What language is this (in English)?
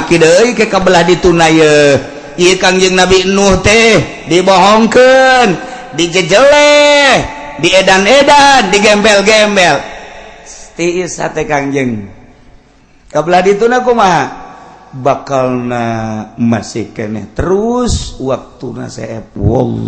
Sundanese